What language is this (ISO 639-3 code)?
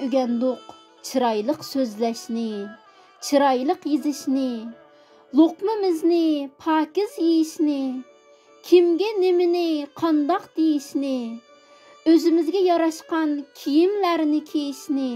uig